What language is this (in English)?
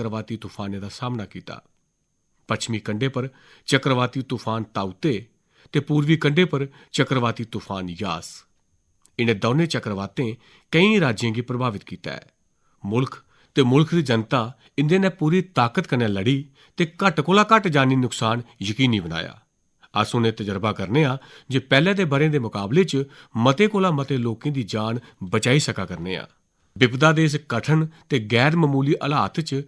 Dogri